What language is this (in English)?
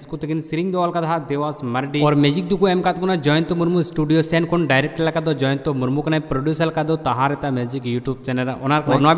Santali